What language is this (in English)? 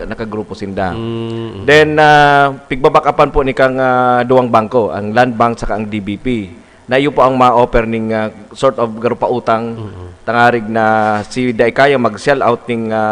Bikol